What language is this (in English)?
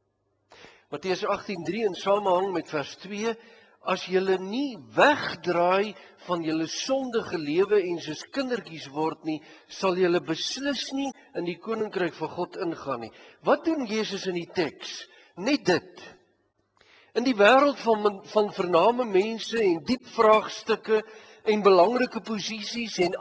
Afrikaans